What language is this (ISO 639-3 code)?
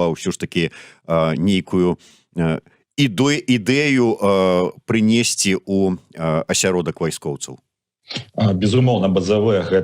bel